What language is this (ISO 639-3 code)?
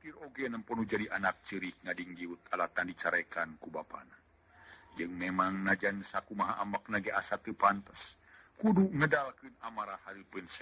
sun